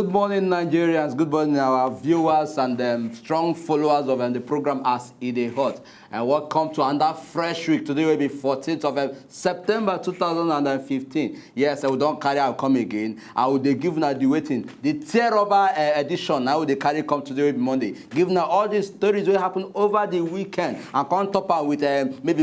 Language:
Nigerian Pidgin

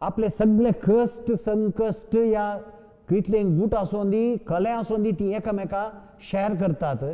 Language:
Konkani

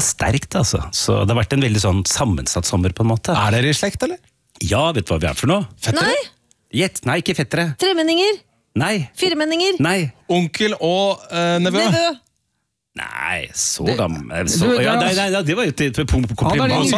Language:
Norwegian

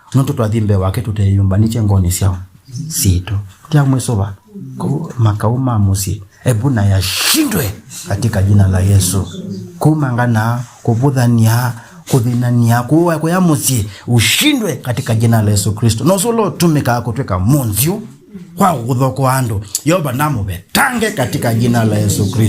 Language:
Kamba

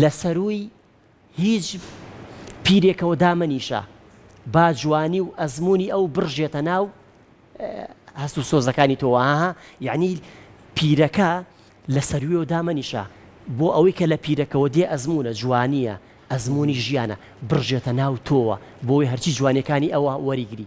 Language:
Central Kurdish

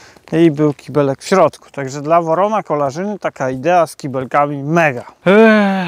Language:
Polish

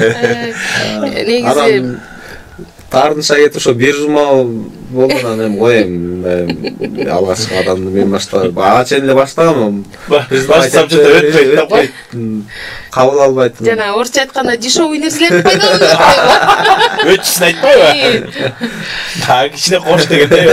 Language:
Kyrgyz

